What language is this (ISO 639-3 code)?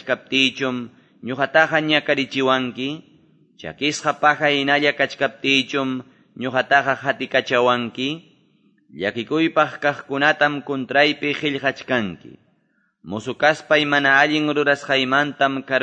que